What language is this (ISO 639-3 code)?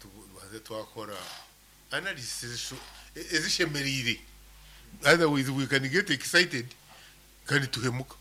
nyn